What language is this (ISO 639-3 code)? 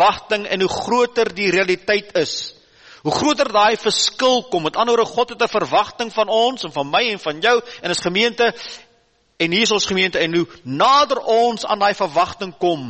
afr